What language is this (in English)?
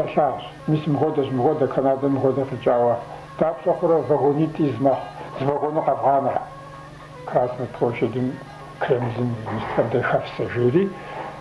Kabardian